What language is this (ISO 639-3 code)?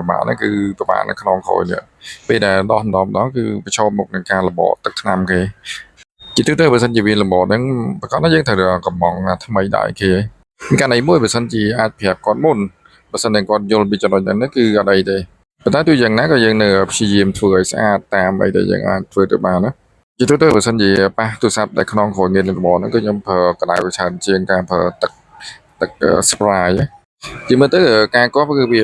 khm